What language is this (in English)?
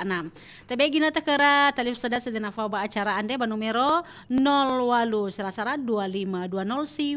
Nias